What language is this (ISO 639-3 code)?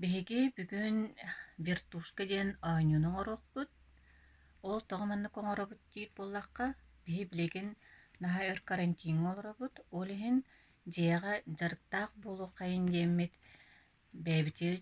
sah